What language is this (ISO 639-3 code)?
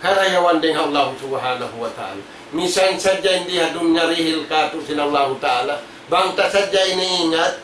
tsg